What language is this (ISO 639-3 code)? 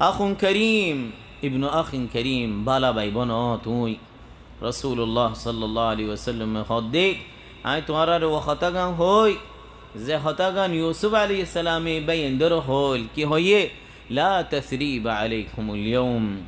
rhg